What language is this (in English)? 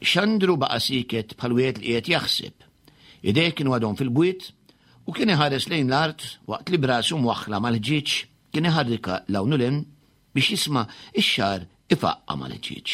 Maltese